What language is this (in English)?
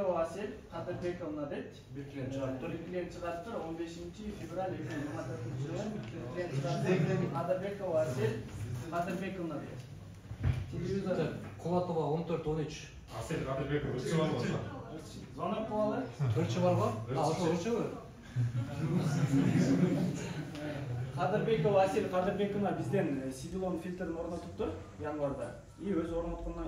Kyrgyz